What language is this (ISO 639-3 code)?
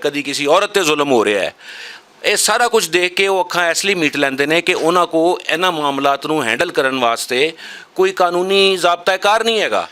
lah